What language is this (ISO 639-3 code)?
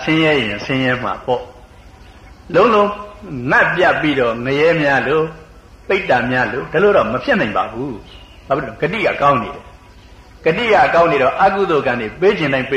mya